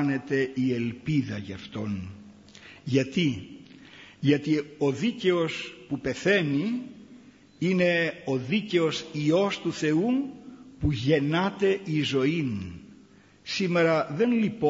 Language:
Greek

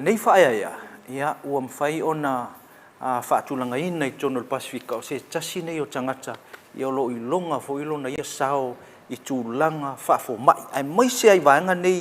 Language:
Samoan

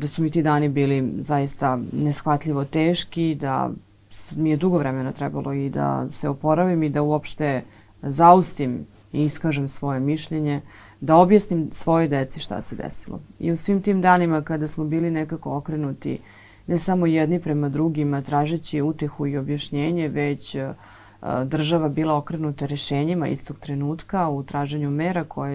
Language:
Serbian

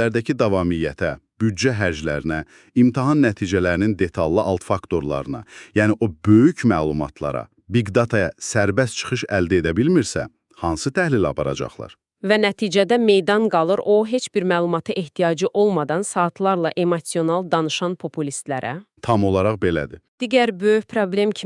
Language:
Azerbaijani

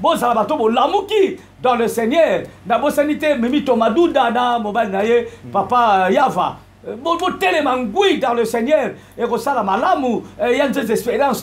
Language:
Lingala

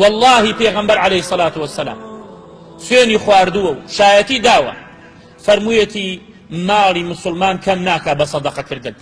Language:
Central Kurdish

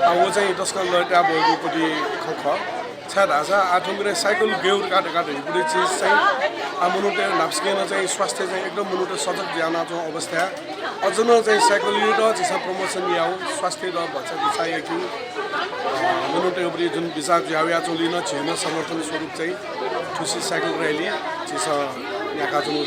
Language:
Newari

